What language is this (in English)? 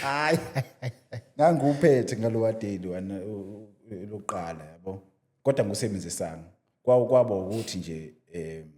Zulu